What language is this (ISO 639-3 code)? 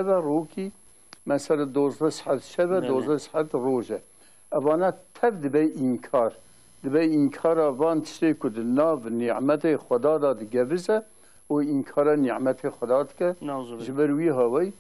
kur